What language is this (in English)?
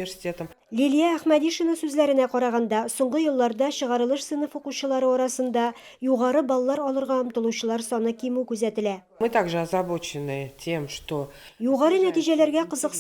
Tatar